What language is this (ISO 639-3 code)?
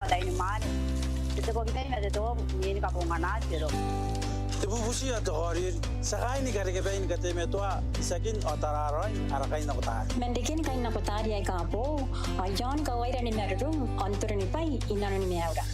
gil